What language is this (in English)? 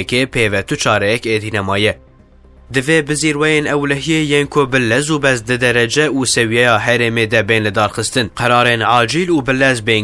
Kurdish